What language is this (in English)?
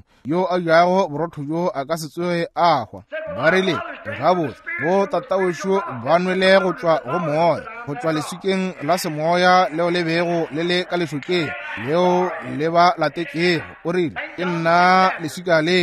Northern Sotho